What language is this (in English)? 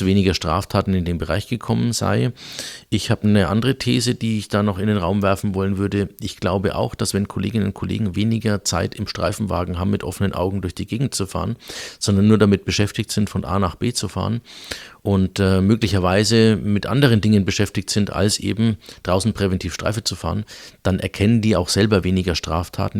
German